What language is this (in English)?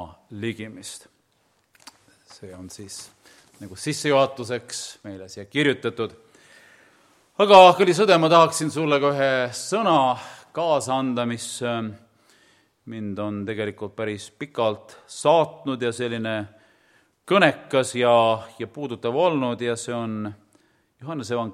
Estonian